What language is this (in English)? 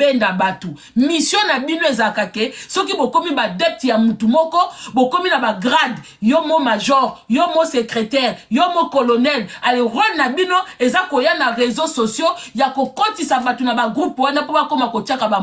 Lingala